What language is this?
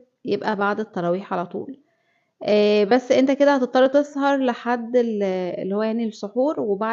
Egyptian Arabic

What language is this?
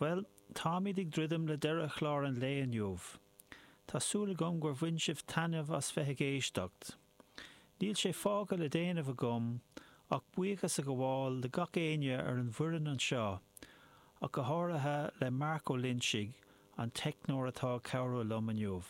Irish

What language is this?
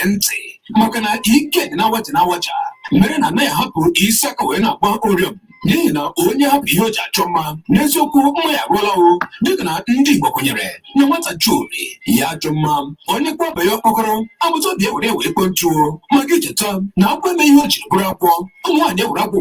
Igbo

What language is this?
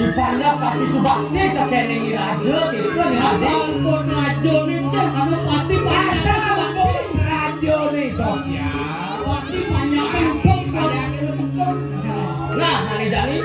Balinese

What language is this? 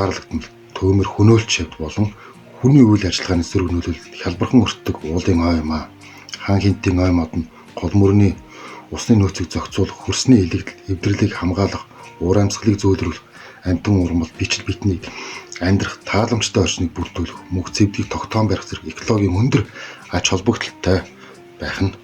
Mongolian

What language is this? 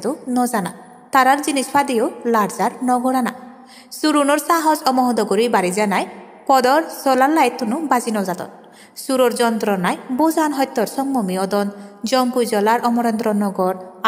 Chakma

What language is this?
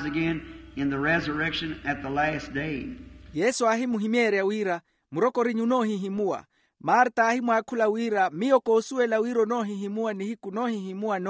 Makhuwa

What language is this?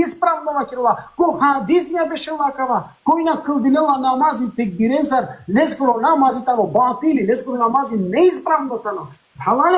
Balkan Romani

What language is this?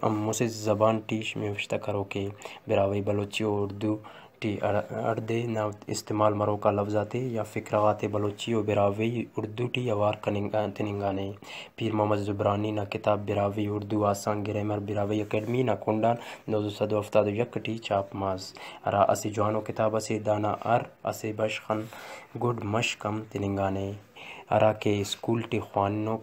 Brahui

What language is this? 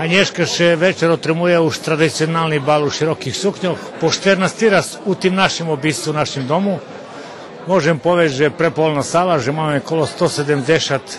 Rusyn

